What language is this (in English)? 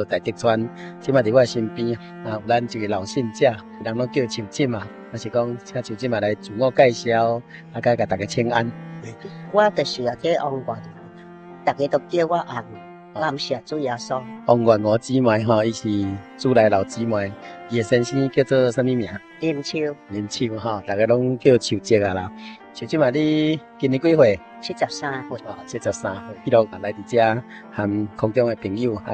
Min Nan Chinese